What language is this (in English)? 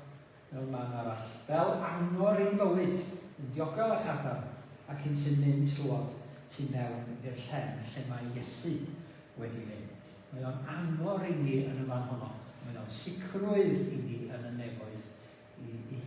Welsh